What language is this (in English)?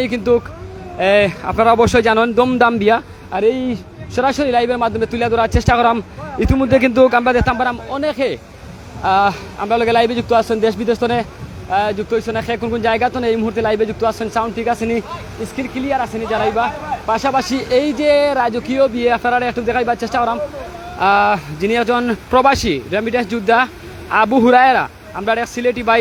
Sylheti